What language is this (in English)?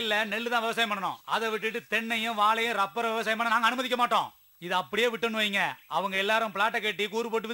Tamil